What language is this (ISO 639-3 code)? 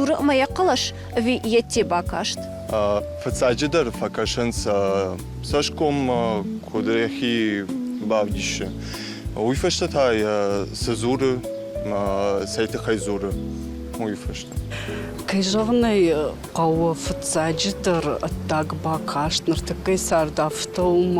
oss